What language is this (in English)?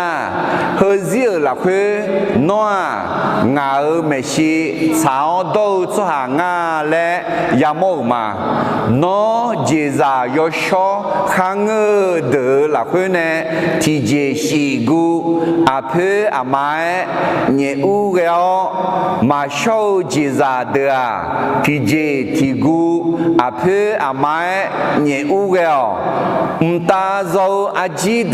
Akha